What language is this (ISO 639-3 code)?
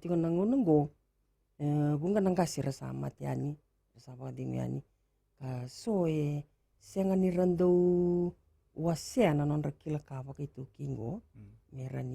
fij